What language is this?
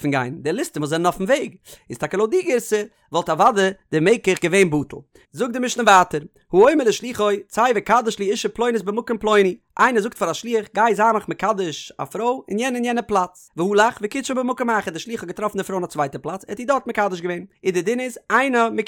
Yiddish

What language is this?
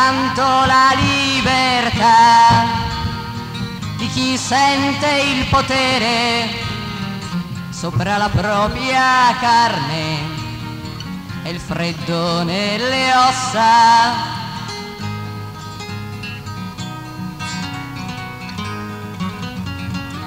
Italian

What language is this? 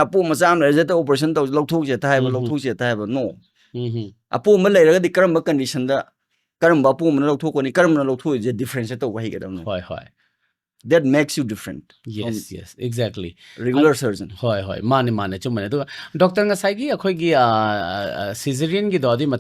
Manipuri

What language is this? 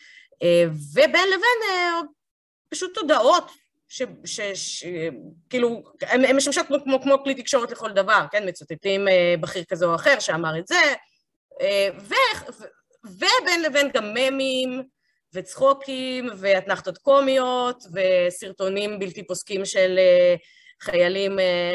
Hebrew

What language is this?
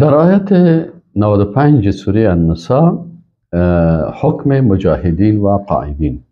Persian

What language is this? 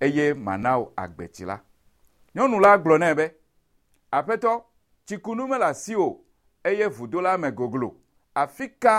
Ewe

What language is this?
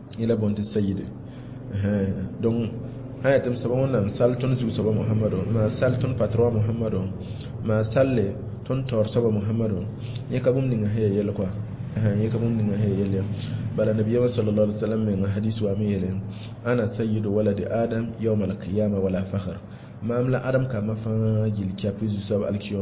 Mossi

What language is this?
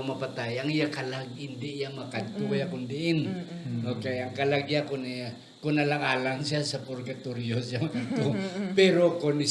Hiligaynon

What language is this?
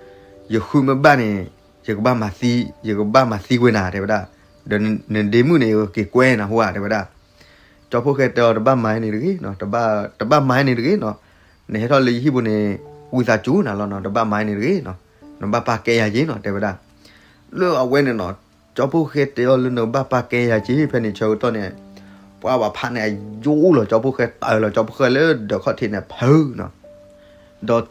S'gaw Karen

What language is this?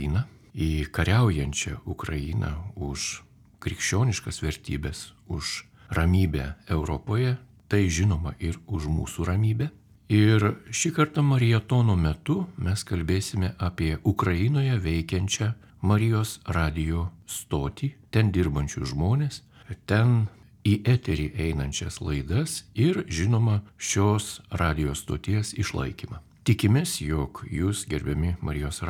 Lithuanian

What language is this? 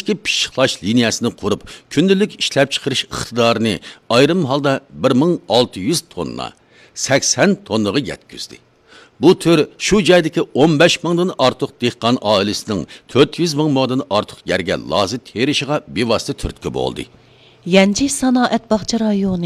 Uyghur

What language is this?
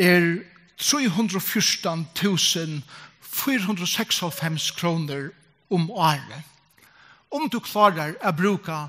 Faroese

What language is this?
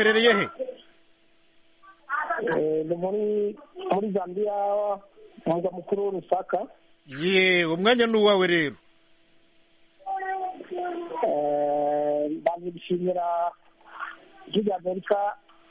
Kinyarwanda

